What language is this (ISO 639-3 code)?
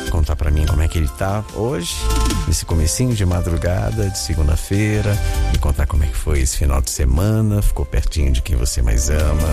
por